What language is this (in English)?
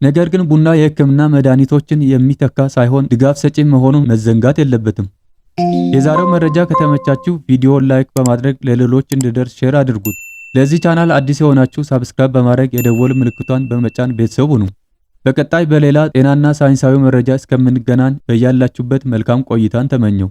Amharic